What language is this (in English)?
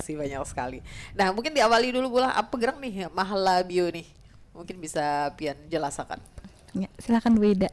Banjar